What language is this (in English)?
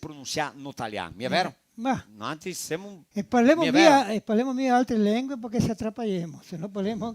Venetian